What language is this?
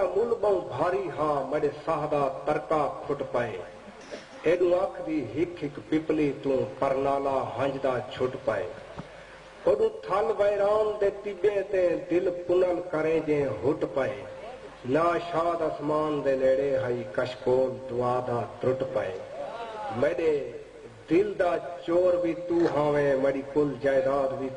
Saraiki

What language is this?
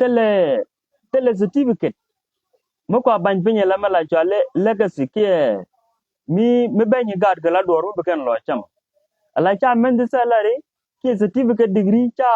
Nuer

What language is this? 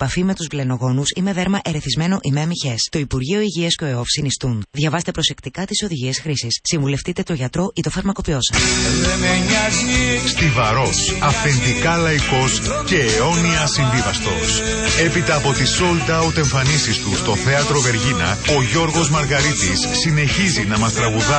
Greek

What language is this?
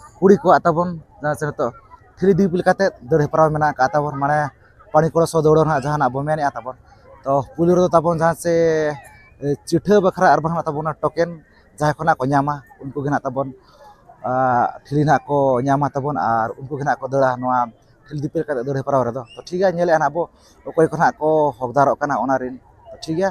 Santali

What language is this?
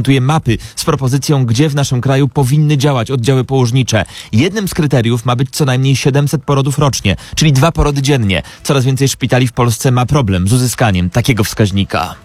Polish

